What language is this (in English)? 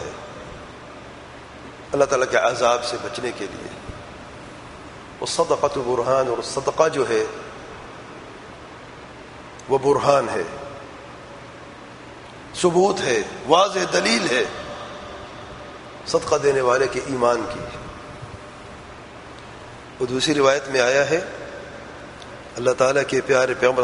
Urdu